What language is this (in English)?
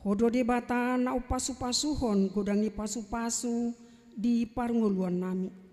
Batak Toba